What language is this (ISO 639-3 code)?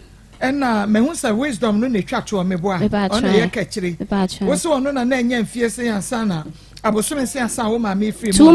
aka